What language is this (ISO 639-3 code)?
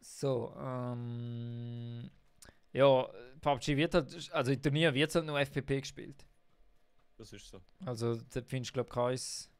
gsw